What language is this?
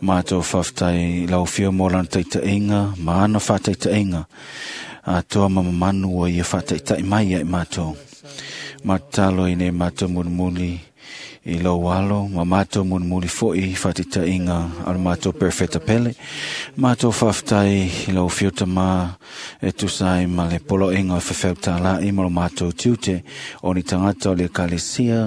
Samoan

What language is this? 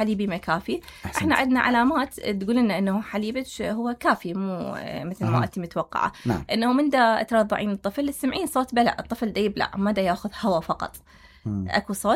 Mesopotamian Arabic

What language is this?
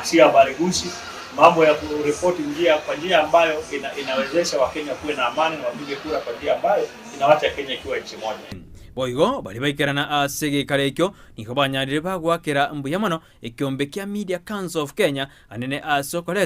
Gusii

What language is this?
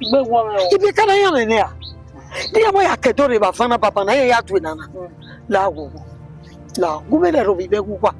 Bini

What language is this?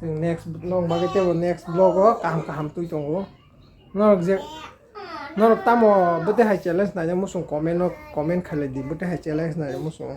Kok Borok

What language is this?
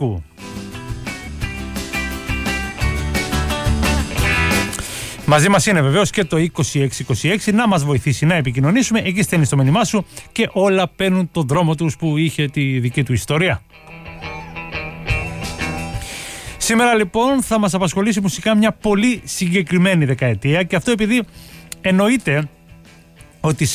Greek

